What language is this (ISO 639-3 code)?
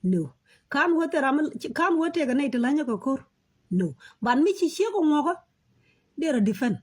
nus